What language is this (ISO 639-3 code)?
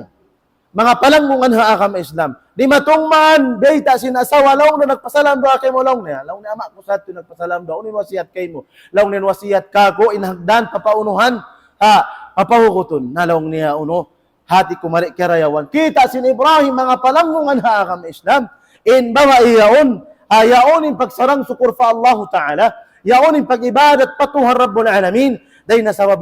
tsg